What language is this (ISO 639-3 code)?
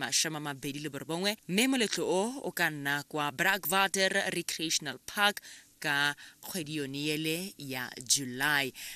tsn